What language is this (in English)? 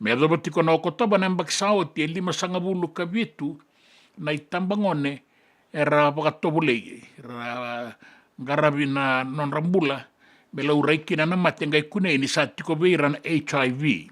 Fijian